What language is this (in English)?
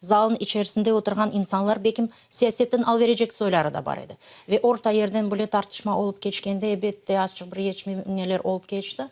Crimean Tatar